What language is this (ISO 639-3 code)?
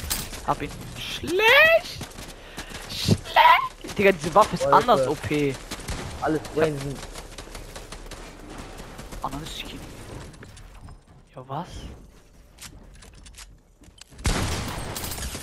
deu